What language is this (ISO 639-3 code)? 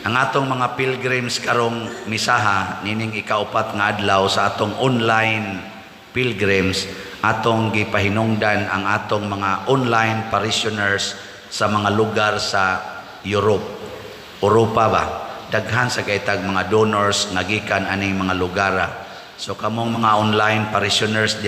ceb